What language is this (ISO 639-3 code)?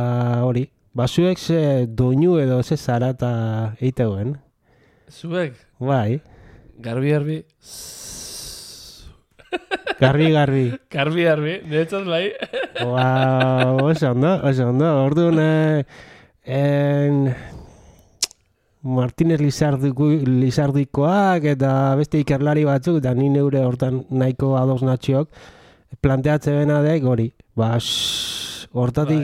eus